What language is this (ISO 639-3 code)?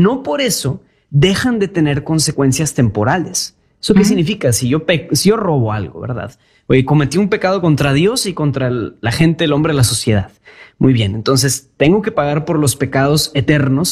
spa